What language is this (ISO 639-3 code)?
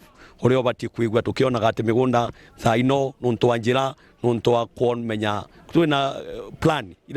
mer